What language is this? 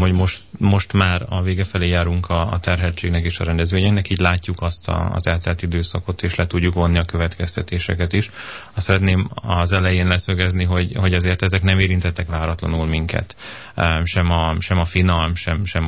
Hungarian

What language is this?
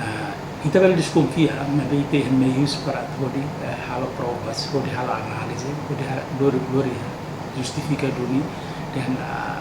Tetum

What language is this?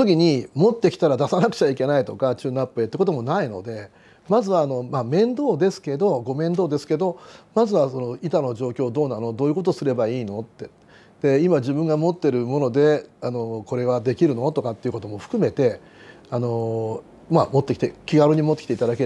Japanese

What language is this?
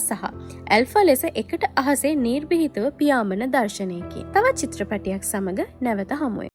Sinhala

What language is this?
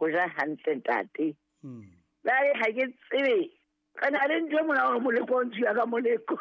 Southern Sotho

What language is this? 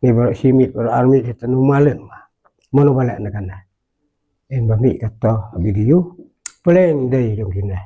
Khasi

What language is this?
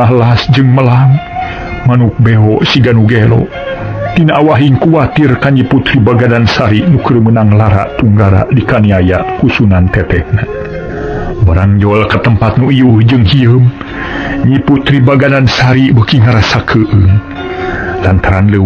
Sundanese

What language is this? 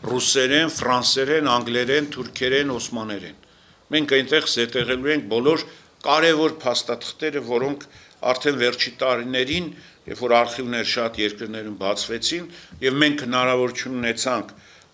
Armenian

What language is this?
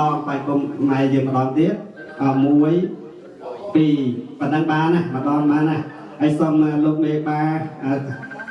Khmer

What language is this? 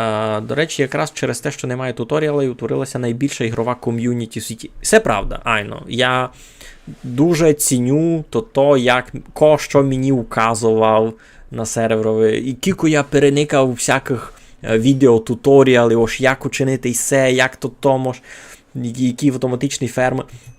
Rusyn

